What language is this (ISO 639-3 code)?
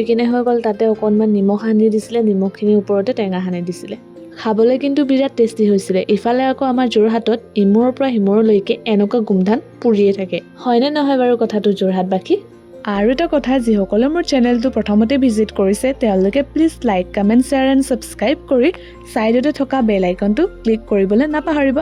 asm